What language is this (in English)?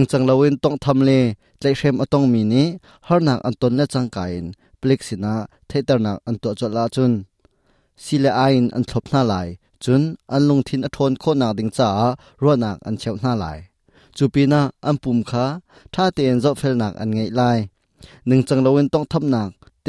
Hakha Chin